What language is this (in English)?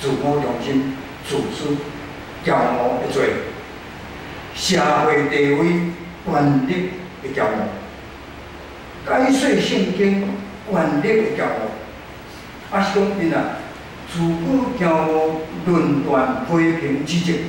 Min Nan Chinese